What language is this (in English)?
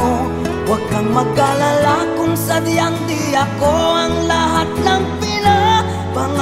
Filipino